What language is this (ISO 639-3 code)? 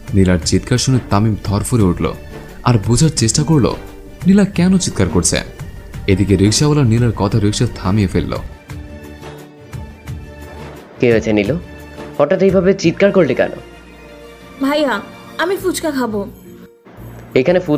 ben